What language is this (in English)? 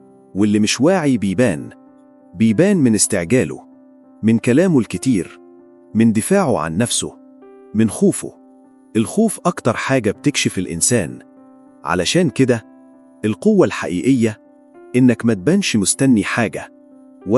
Egyptian Arabic